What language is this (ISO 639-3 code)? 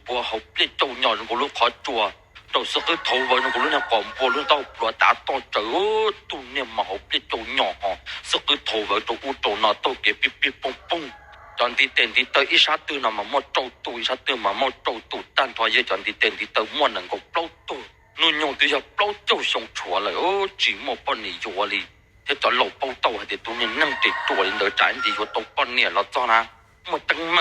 hmn